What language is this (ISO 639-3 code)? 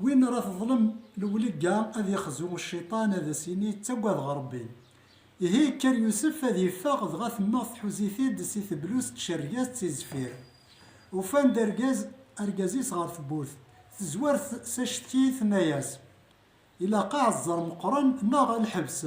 kab